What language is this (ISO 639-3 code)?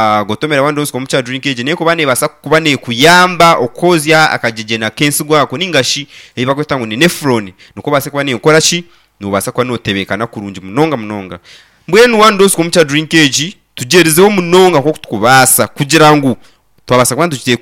nyn